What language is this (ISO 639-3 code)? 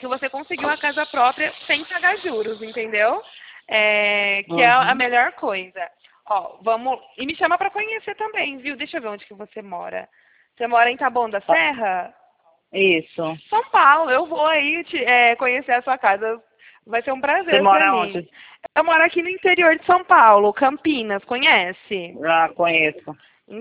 por